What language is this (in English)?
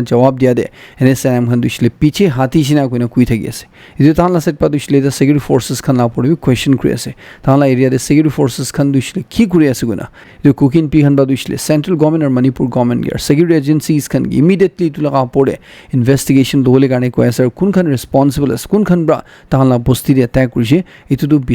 Naga Pidgin